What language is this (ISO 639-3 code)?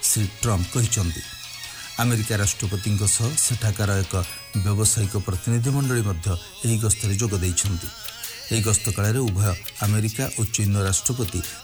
ori